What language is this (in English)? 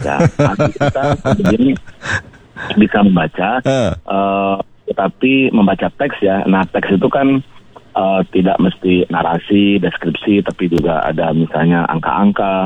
Indonesian